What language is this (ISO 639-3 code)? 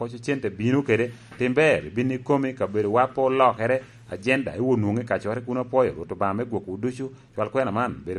laj